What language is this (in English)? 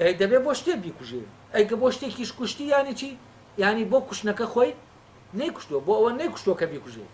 Central Kurdish